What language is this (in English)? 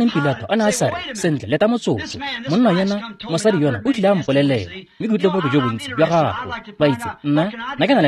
Tswana